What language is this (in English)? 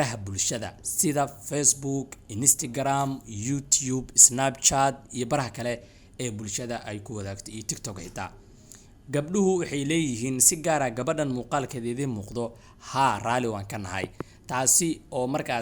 Somali